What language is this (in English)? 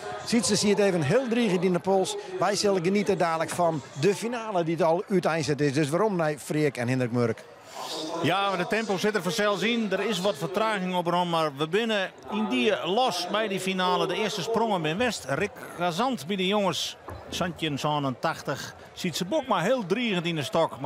Western Frisian